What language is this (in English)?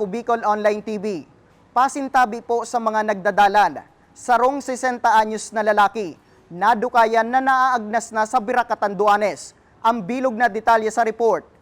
Bikol